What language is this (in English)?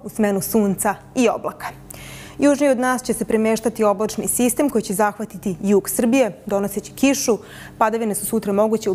Serbian